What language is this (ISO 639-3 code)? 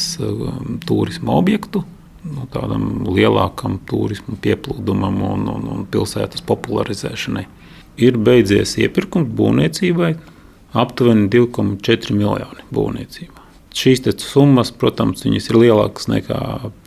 lav